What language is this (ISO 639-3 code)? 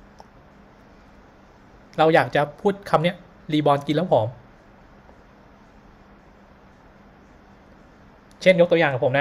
tha